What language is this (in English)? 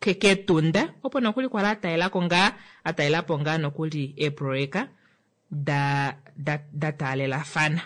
Kuanyama